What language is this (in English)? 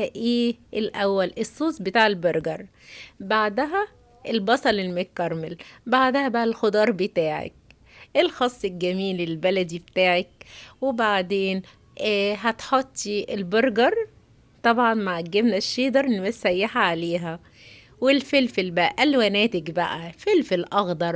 Egyptian Arabic